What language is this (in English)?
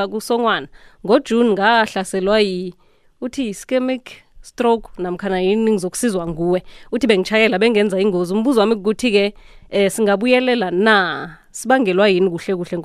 South Ndebele